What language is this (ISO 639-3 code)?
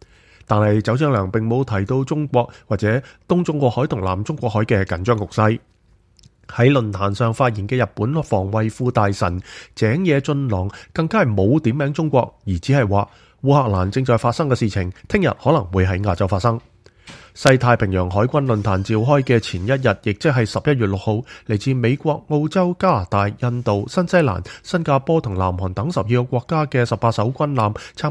yue